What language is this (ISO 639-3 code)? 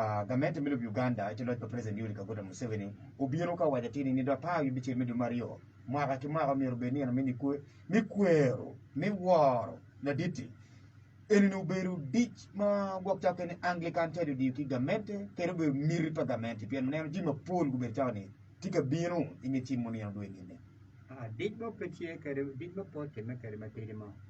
ach